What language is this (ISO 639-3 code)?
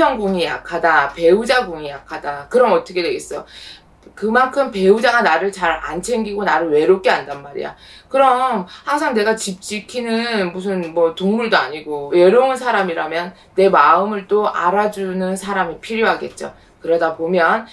kor